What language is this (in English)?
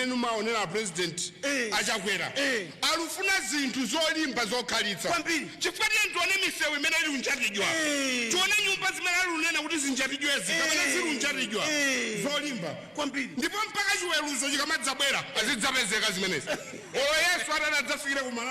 Nyanja